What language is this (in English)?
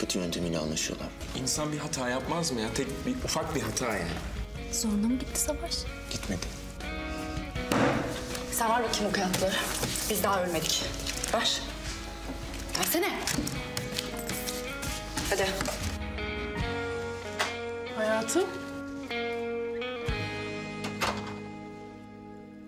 Turkish